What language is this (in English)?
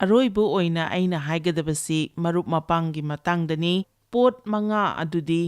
Manipuri